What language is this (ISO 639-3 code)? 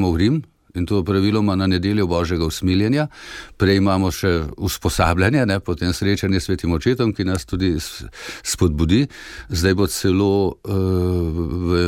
slv